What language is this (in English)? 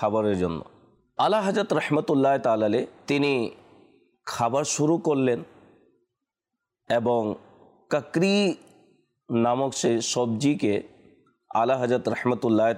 Bangla